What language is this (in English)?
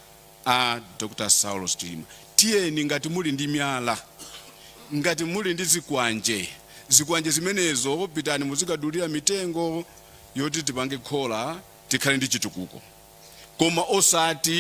Nyanja